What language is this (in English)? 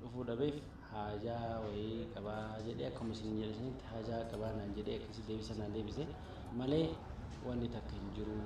Oromo